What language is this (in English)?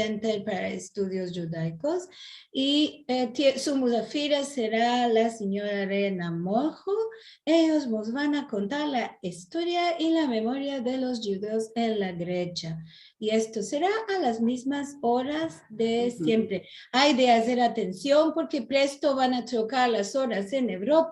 Ladino